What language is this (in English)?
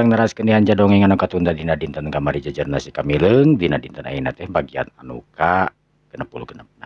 Sundanese